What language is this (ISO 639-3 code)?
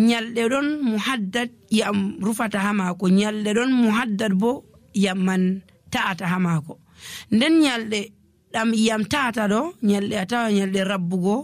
fuv